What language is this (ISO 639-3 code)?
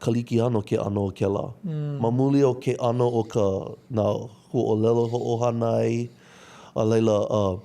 haw